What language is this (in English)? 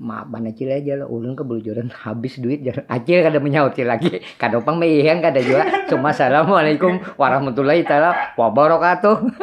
Banjar